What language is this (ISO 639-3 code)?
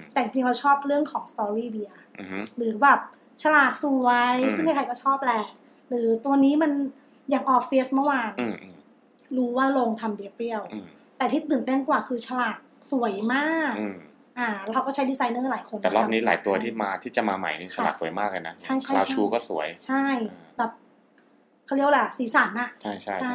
tha